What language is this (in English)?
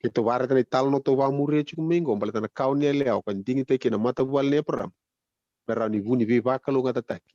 Fijian